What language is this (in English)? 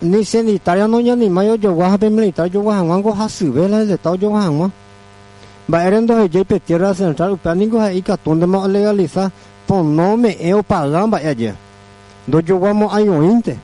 Guarani